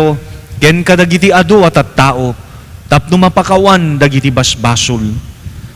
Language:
Iloko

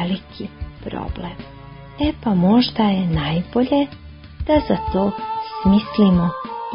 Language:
Croatian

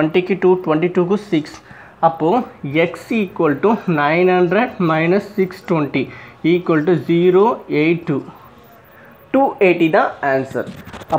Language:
Tamil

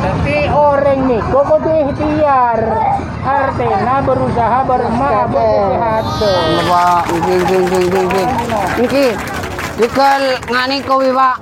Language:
Madurese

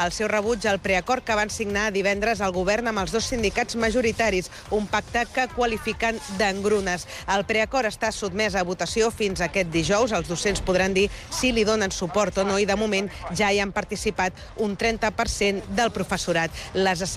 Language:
Catalan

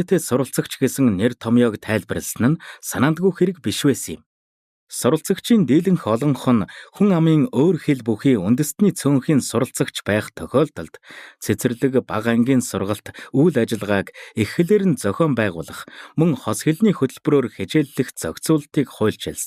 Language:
Mongolian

